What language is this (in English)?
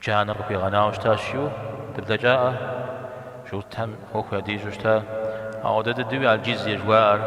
Kabardian